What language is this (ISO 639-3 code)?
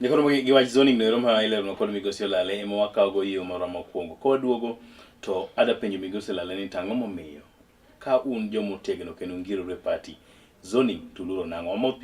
luo